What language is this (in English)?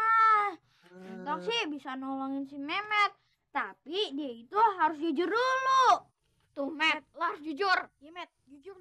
Betawi